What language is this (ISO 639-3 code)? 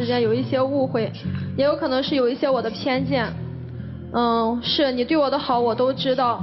zho